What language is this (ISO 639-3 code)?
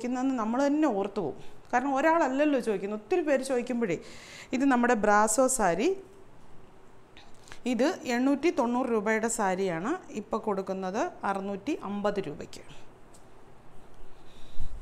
mal